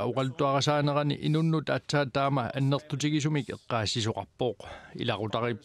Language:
Kalaallisut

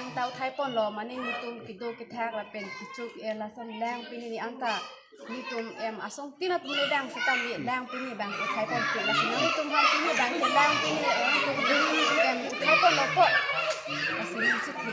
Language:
Karbi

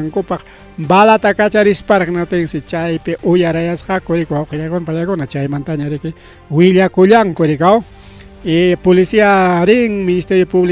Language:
Ayacucho Quechua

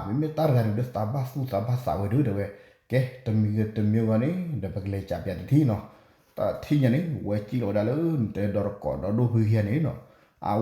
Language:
S'gaw Karen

